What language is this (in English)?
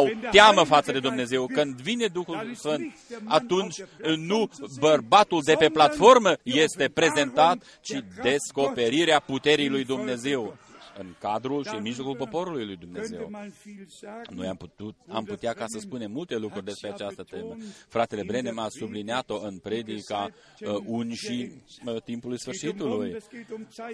Romanian